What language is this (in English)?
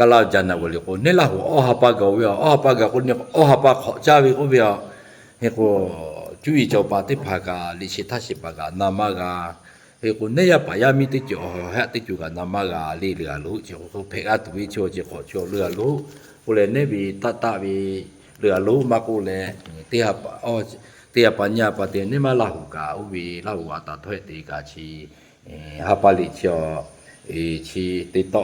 Lahu